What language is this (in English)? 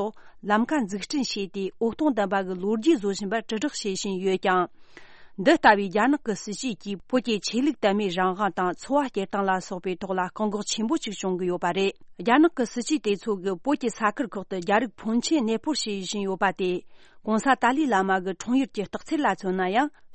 Tibetan